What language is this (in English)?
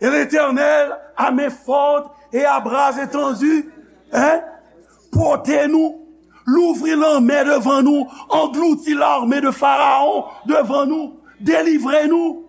Haitian Creole